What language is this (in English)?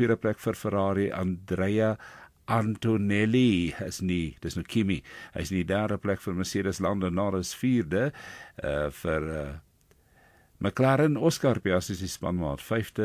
Afrikaans